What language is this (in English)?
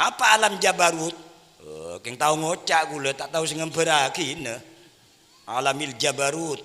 Madurese